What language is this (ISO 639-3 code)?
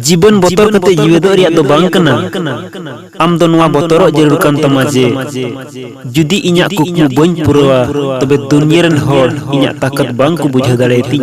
sat